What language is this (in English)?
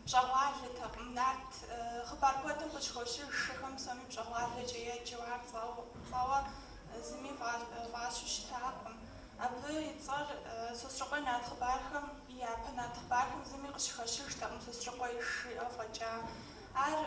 Kabardian